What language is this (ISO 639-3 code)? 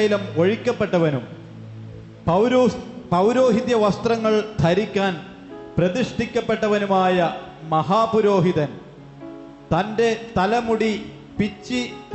mal